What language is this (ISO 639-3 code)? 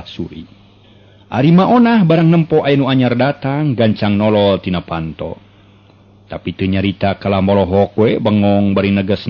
sun